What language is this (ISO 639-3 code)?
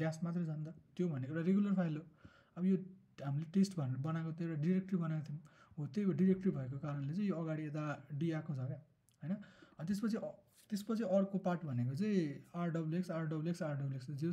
nep